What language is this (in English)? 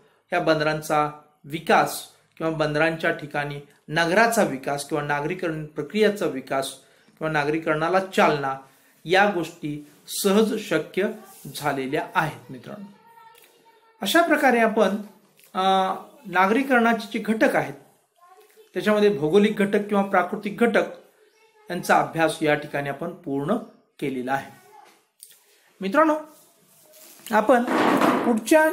Marathi